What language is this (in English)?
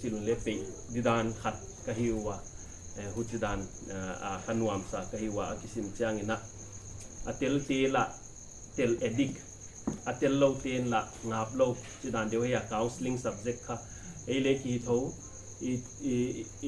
Paite Chin